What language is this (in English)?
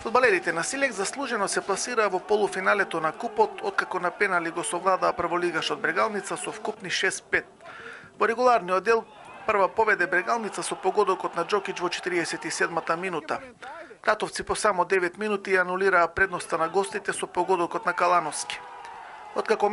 Macedonian